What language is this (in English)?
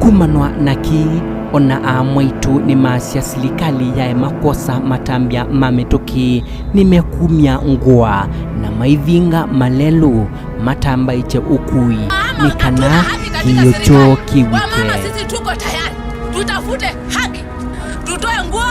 Kamba